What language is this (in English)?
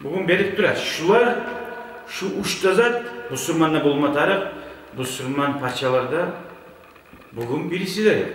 Kumyk